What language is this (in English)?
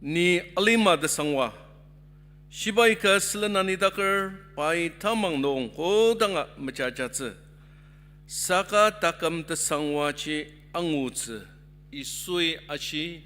Ao Naga